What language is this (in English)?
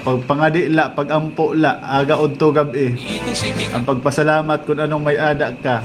Waray